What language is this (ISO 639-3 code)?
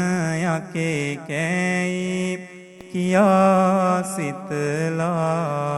sin